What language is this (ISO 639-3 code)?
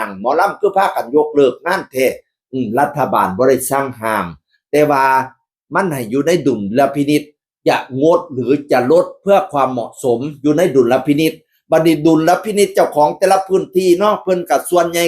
tts